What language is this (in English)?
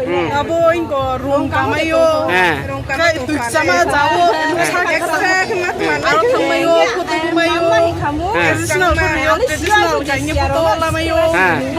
Riang (India)